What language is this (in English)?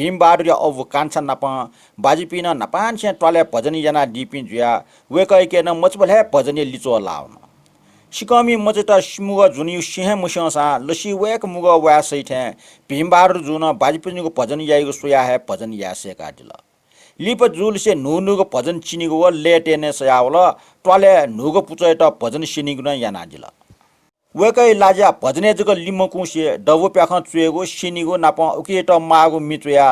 Newari